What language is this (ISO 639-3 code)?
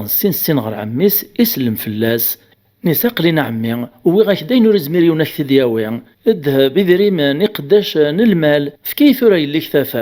kab